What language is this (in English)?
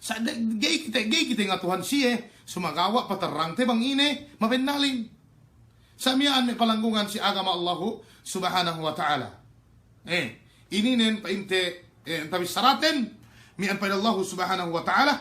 Yakan